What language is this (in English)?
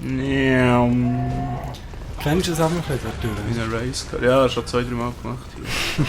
Swiss German